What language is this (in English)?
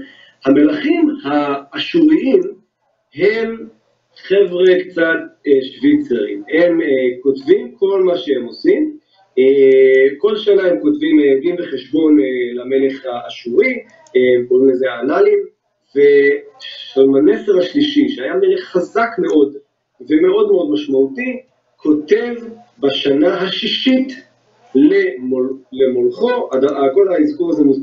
Hebrew